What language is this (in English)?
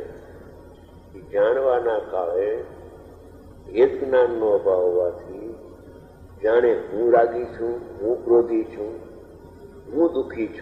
Gujarati